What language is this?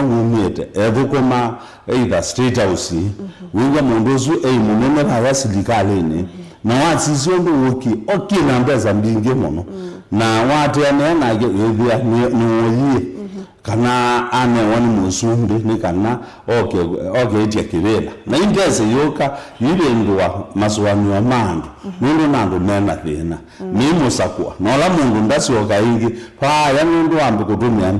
Kamba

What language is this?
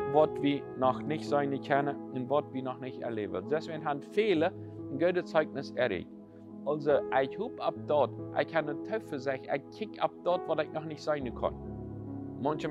Plautdietsch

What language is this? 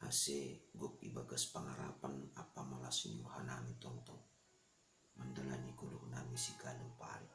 Batak Simalungun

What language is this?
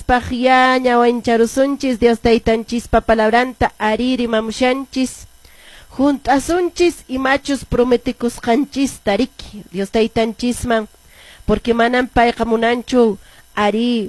Quechua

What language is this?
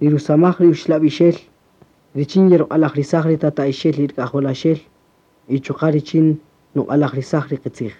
Kaqchikel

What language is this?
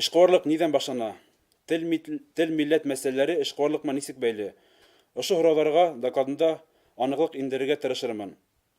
Bashkir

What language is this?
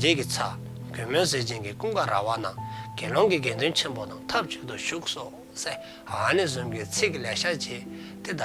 Dzongkha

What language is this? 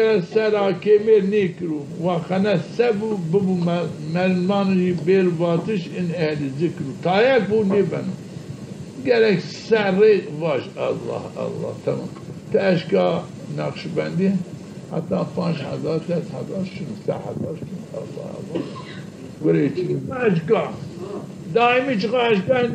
Zaza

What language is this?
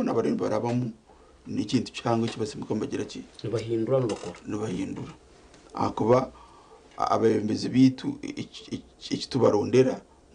Nyankole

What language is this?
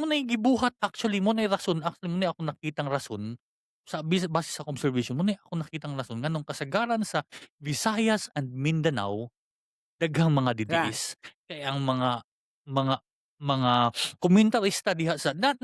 Cebuano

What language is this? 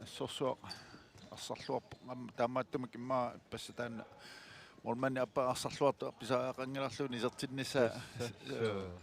Kalaallisut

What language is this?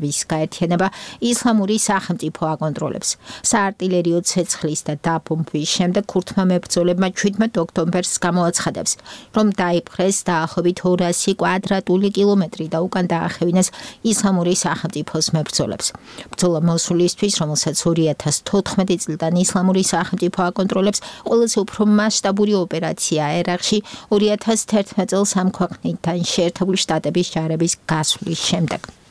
Georgian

